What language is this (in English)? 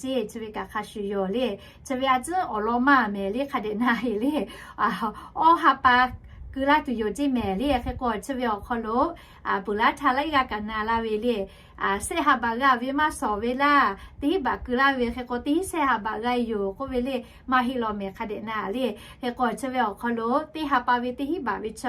Lahu